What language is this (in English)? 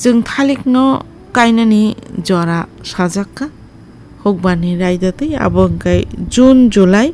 Kok Borok